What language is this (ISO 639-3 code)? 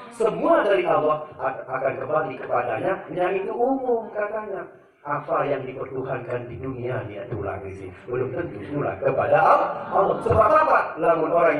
sas